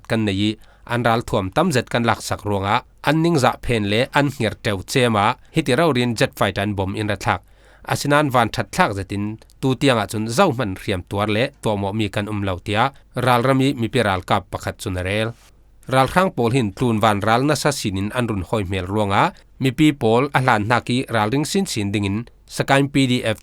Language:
Falam Chin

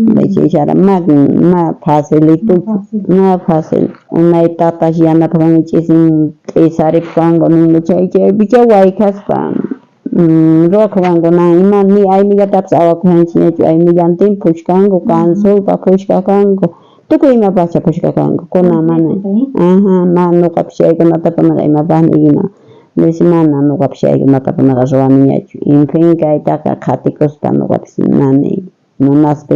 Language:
South Bolivian Quechua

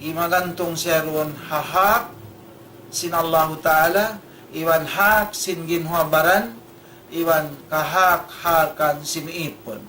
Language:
Tausug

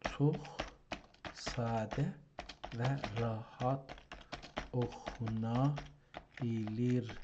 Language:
South Azerbaijani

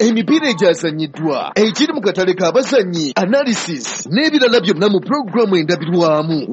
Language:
Ganda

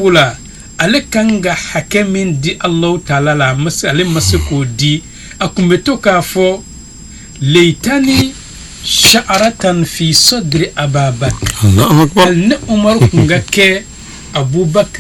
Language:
Bambara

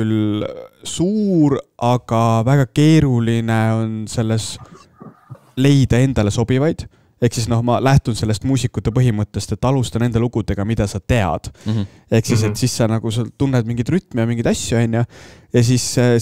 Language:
Estonian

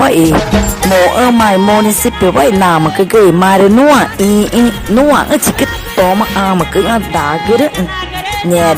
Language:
Ticuna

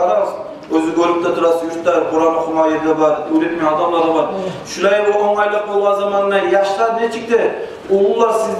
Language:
Kumyk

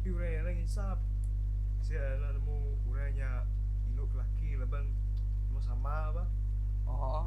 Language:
Iban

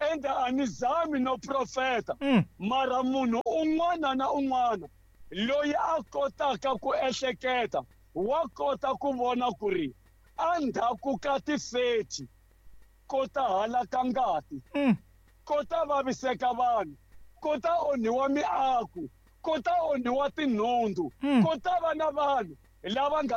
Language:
Tsonga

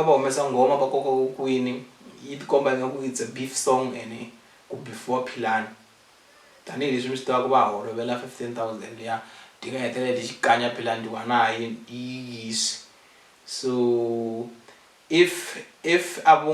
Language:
Tsonga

